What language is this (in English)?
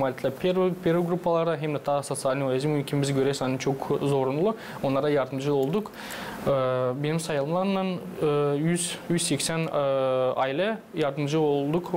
Gagauz